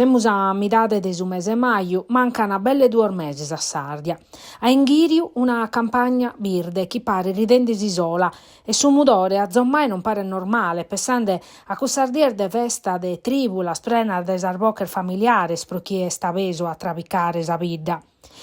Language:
Sardinian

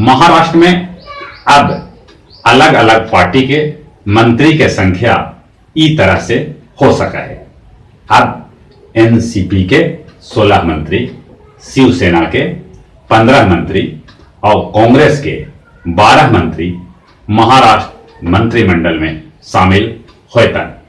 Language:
Magahi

